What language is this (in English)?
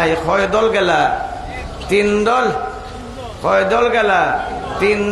Sylheti